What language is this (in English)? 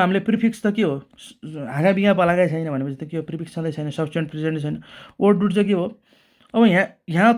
Nepali